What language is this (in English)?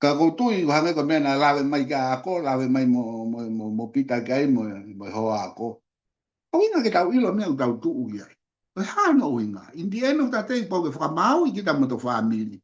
Tongan